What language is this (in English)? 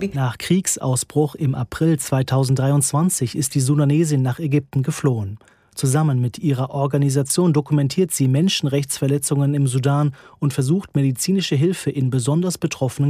German